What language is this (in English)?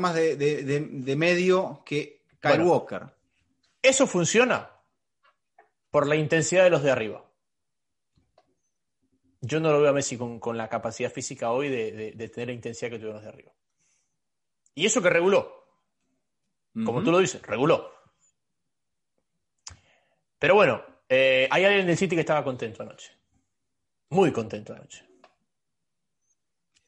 Spanish